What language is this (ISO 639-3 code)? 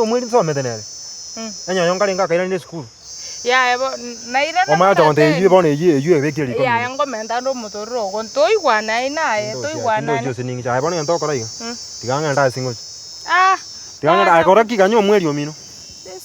guz